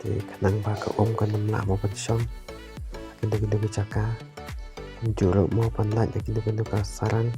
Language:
Khasi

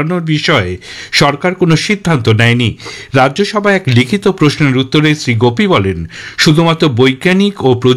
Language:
Bangla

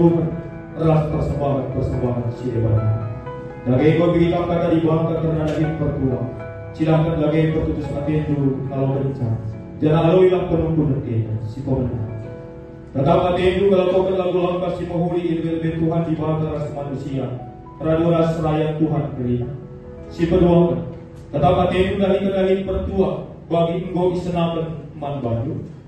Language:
Batak Karo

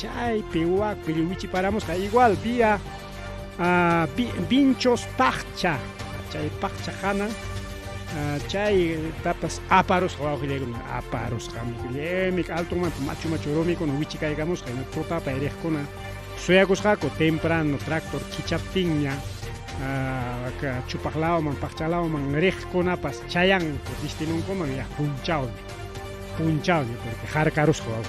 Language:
Ayacucho Quechua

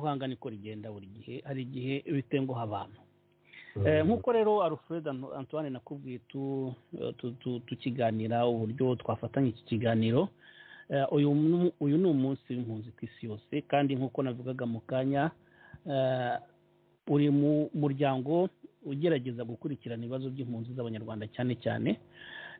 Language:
Kinyarwanda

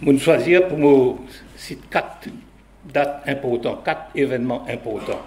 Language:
Morisyen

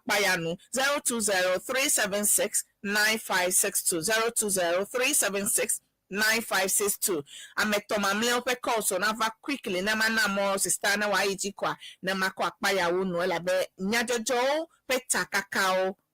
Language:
Ewe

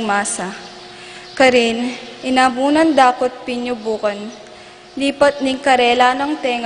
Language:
Pampanga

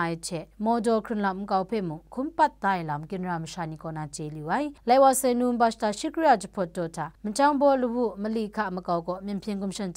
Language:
Kachin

